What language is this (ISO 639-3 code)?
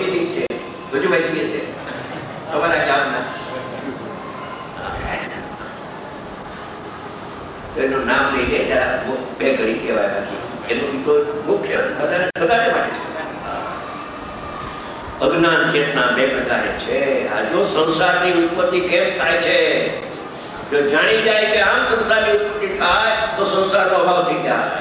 guj